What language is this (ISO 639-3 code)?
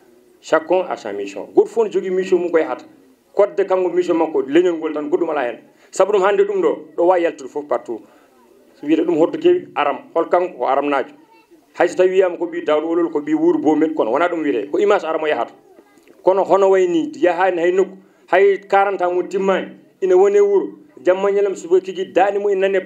ful